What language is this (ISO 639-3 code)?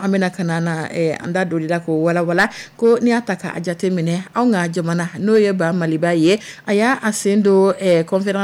dyu